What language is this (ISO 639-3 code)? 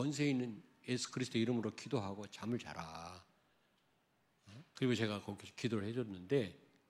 kor